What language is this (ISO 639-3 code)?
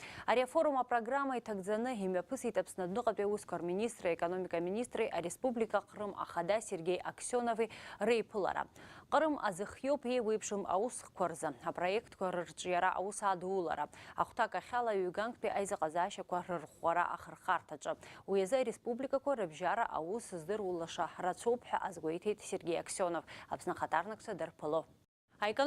abk